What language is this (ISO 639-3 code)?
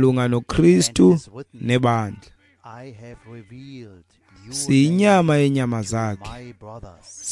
xho